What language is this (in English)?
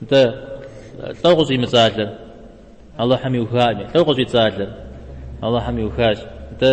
Kabardian